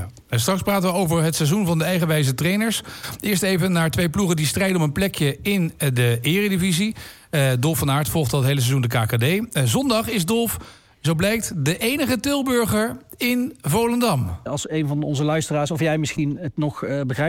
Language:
Dutch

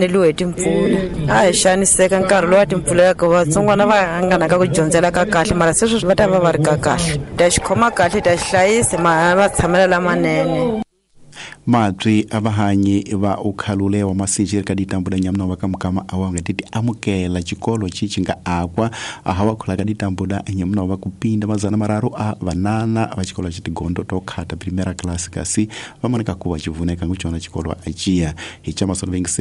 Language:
Tsonga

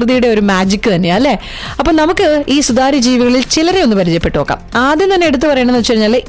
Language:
Malayalam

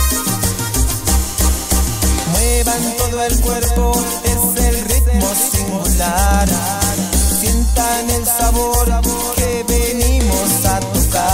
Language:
Spanish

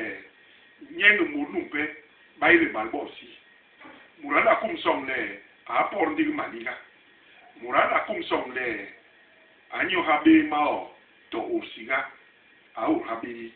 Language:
Basaa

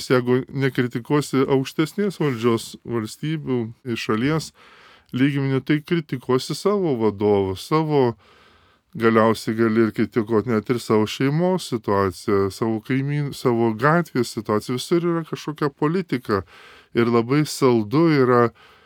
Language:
Lithuanian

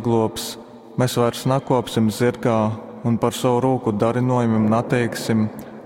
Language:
Latgalian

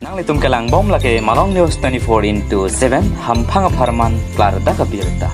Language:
Karbi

